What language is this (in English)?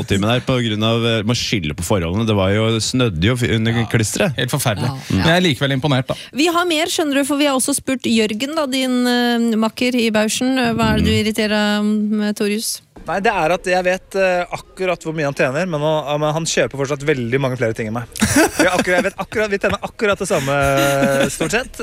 Norwegian